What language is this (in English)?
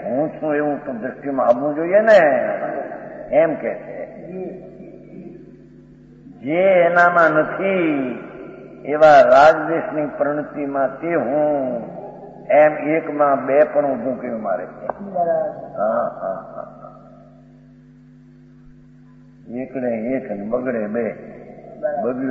Gujarati